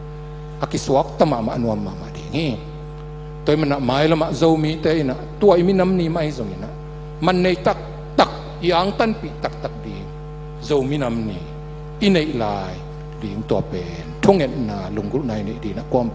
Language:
Tedim Chin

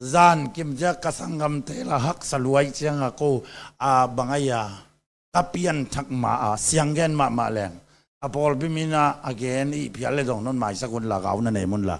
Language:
Tedim Chin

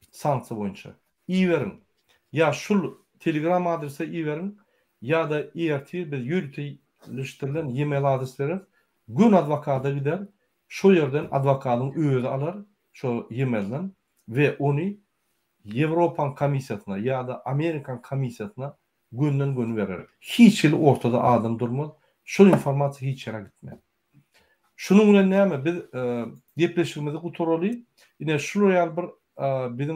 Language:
Turkmen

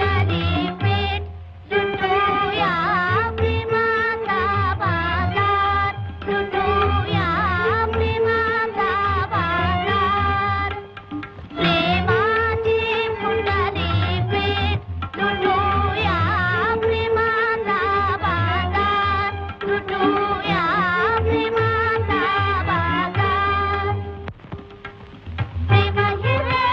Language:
Marathi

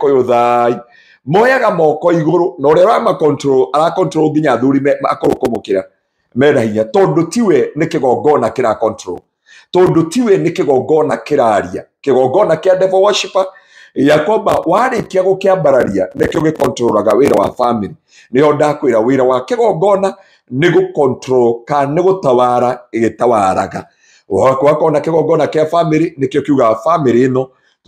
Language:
Kikuyu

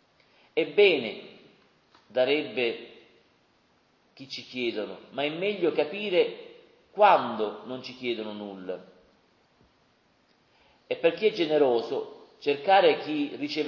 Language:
Italian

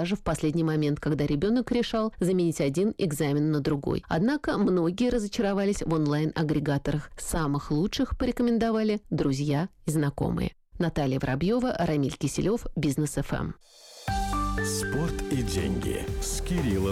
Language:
Russian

